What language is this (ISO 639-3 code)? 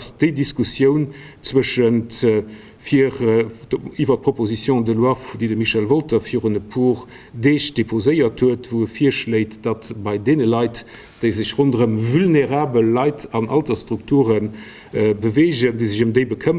ltz